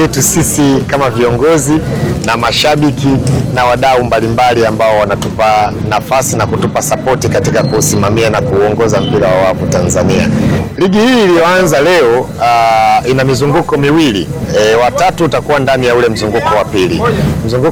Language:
Swahili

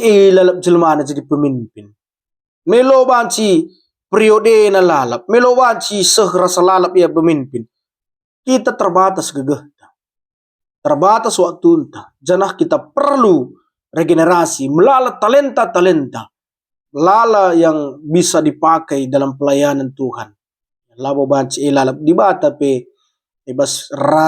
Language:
Batak Karo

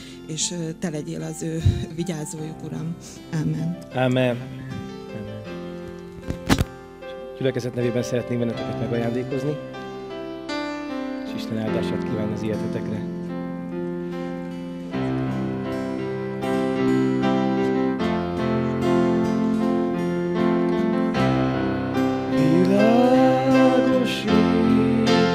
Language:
Hungarian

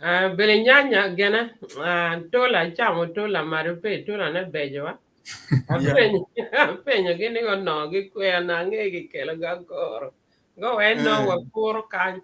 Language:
Acoli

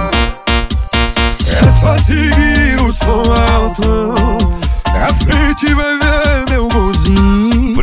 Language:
Portuguese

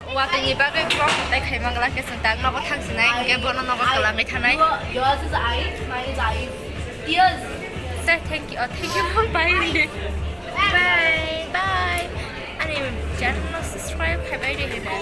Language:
Kok Borok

